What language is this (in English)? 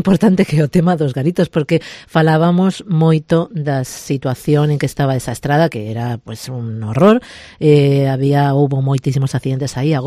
Galician